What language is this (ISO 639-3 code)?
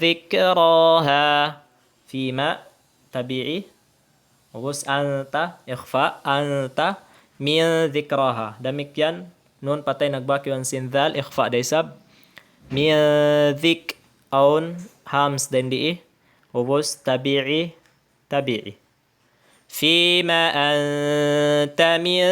tsg